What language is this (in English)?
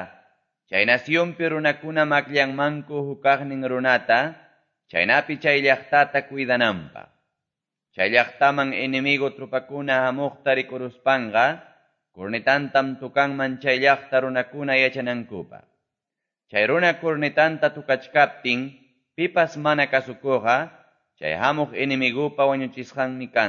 Quechua